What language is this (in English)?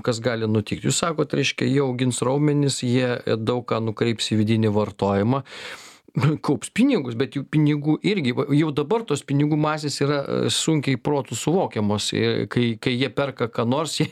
Lithuanian